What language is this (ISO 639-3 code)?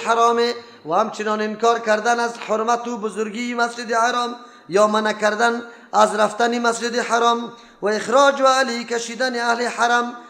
fas